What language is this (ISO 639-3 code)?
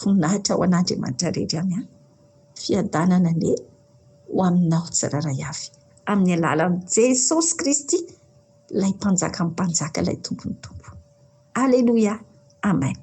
mlg